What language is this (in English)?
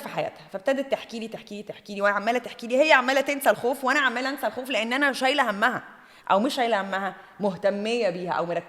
Egyptian Arabic